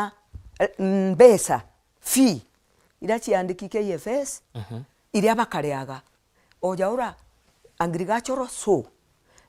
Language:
Meru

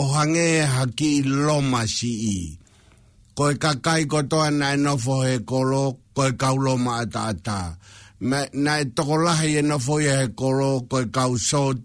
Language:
Tongan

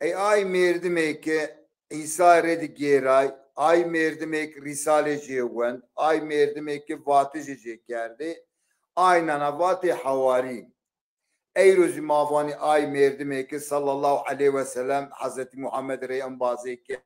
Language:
Zaza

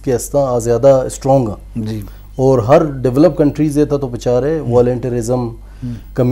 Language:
Eastern Balochi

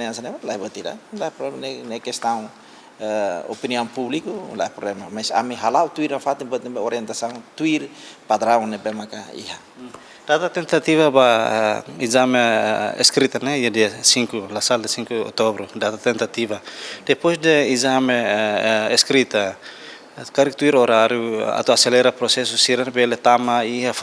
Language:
Tetum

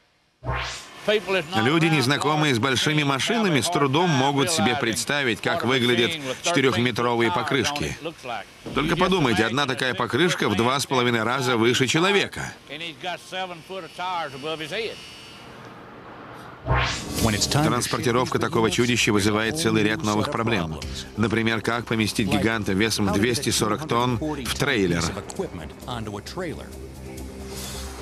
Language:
Russian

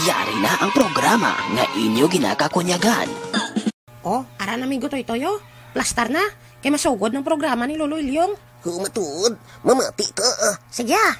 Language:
Hiligaynon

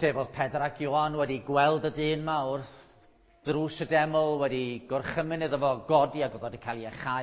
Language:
Welsh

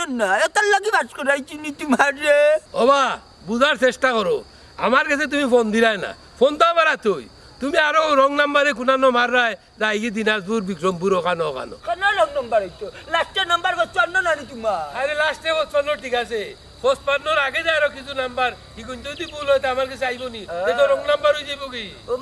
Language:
Sylheti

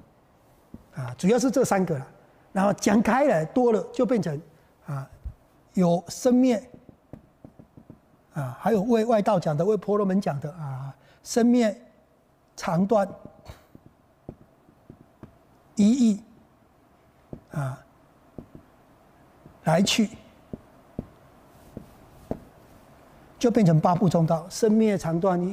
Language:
Chinese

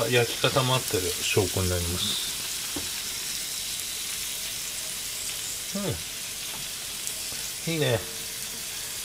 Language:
Japanese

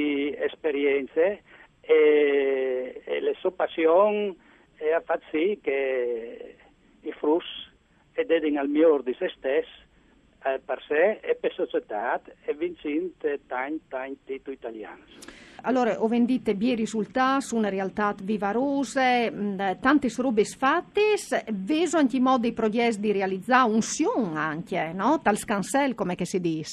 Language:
Friulian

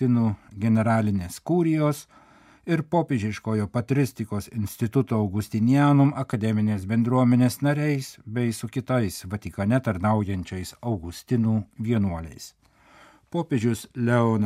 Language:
Lithuanian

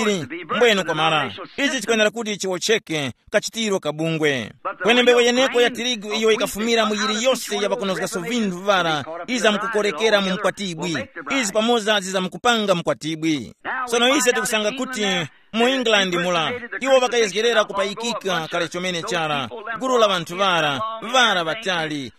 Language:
Tumbuka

